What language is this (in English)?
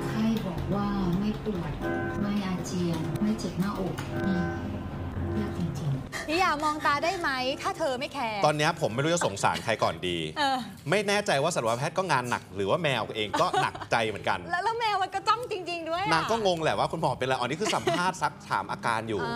Thai